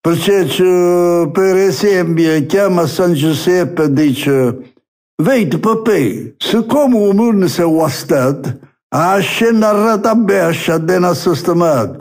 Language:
Neapolitan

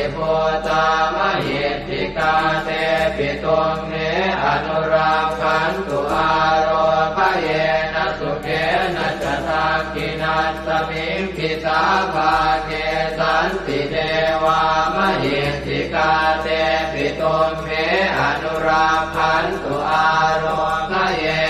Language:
Pali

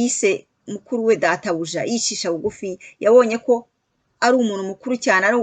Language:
Kinyarwanda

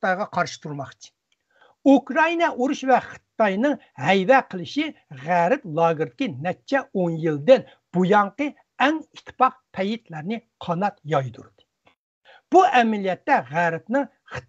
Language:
Uyghur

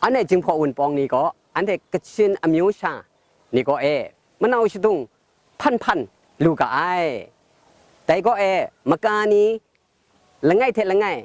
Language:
Kachin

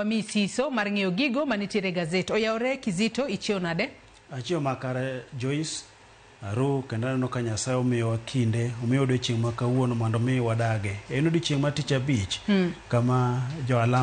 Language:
Luo (Kenya and Tanzania)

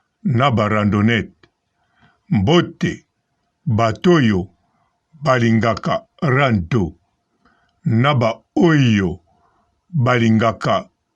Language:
Lingala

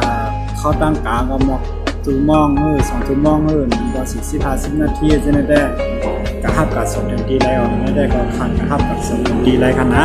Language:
Shan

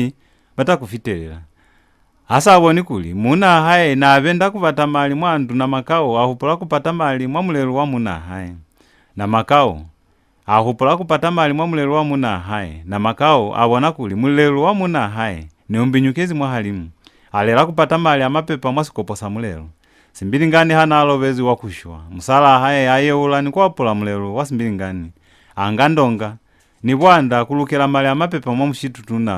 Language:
Lozi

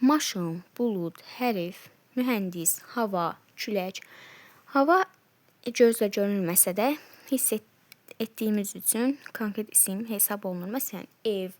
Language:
Azerbaijani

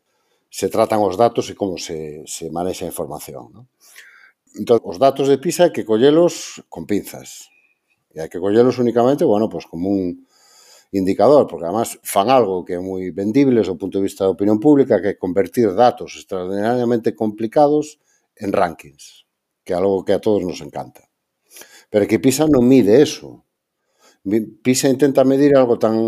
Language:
Galician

